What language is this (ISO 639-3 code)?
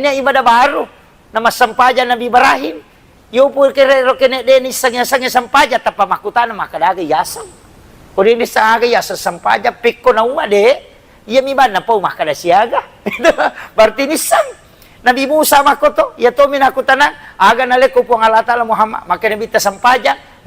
bug